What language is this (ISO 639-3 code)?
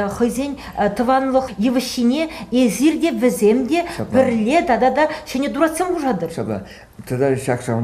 chv